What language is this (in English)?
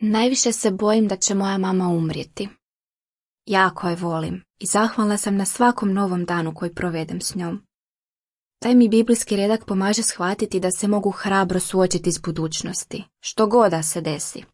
Croatian